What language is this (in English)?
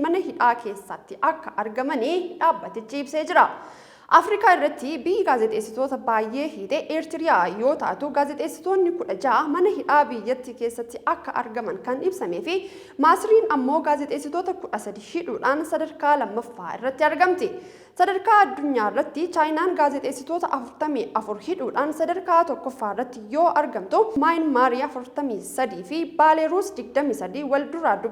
Oromo